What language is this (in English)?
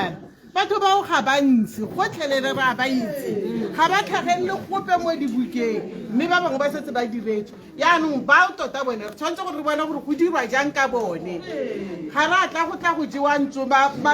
Tswana